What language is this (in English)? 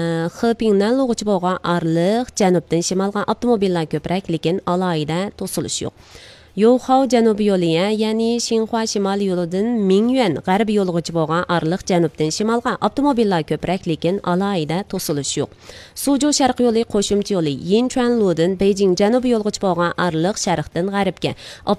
Uyghur